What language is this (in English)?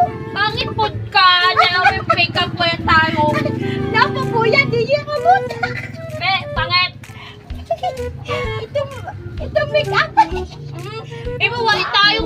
Cebuano